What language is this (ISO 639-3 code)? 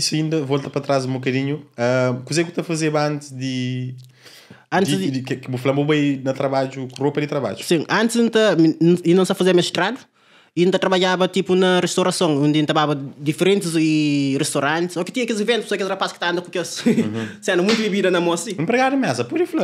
kea